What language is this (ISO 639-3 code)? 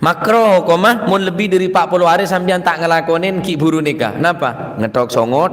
mad